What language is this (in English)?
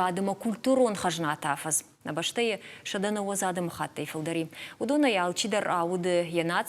Ossetic